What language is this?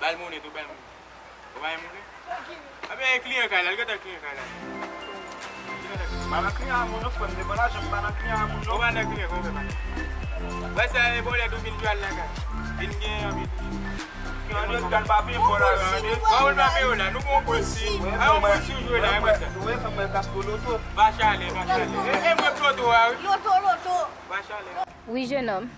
Haitian Creole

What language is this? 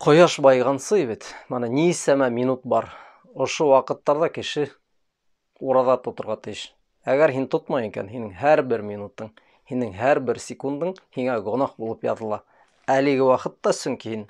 Bashkir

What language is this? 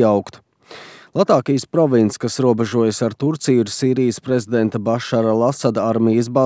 Latvian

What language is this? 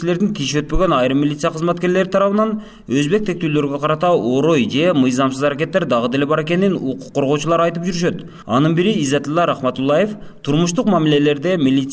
Kyrgyz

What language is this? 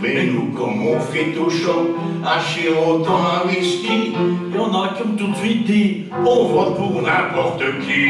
Picard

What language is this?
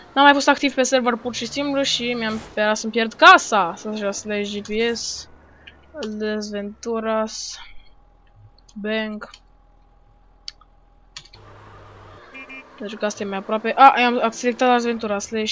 Romanian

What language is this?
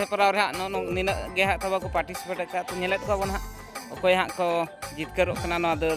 Santali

